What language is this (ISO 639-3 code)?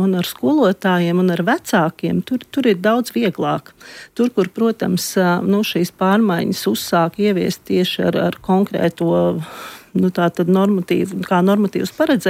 lav